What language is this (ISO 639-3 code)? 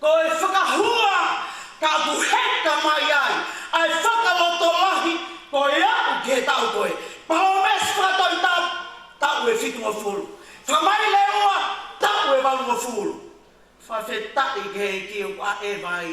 ton